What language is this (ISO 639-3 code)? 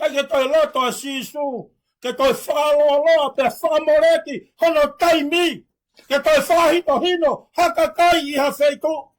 ton